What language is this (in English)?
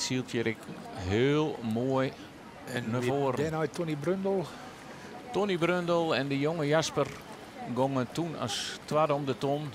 Western Frisian